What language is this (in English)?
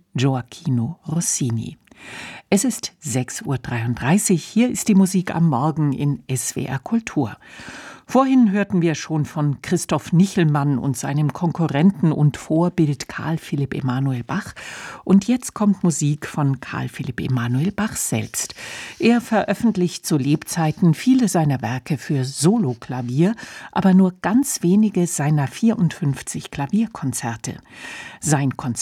German